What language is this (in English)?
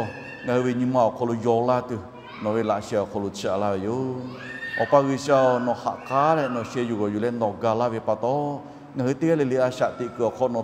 Lahu